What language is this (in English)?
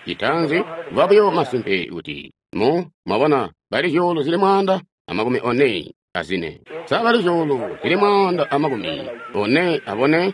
Tonga (Zambia)